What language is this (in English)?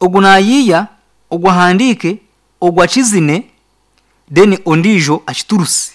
Nyankole